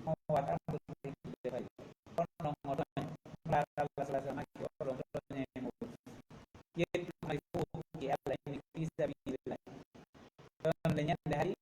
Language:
Pular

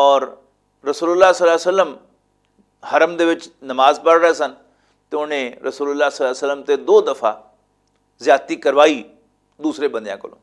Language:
Western Panjabi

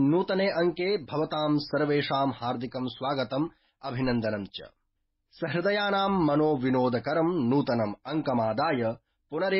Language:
Sanskrit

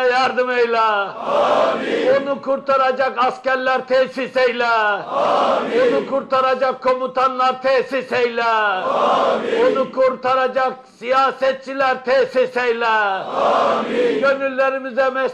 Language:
Turkish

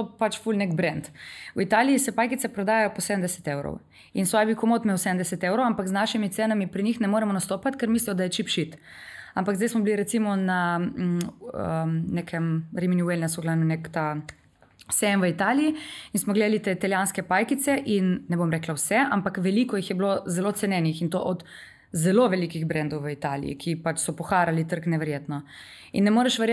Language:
Slovenian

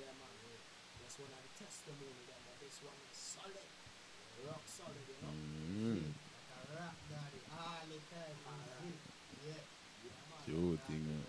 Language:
Jamaican Creole English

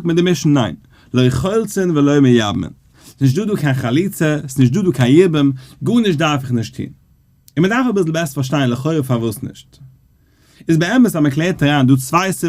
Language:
Yiddish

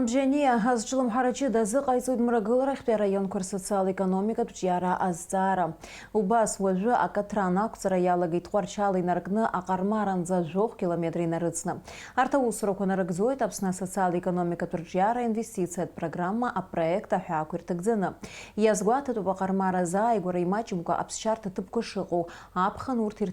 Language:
Abkhazian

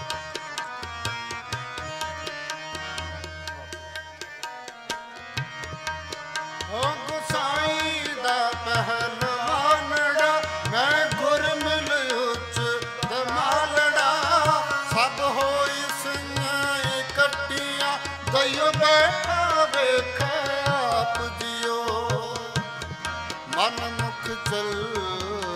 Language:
Punjabi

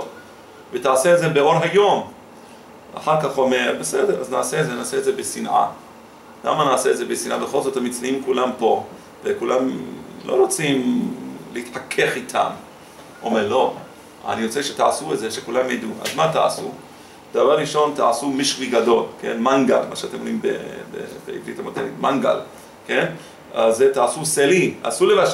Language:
Hebrew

